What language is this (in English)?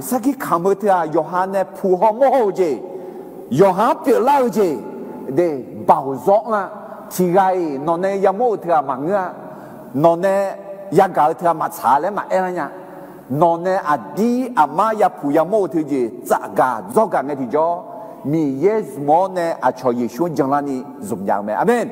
Akha